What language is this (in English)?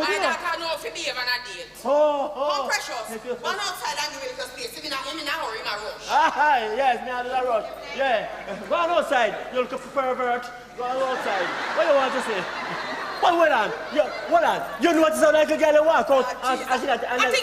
Jamaican Creole English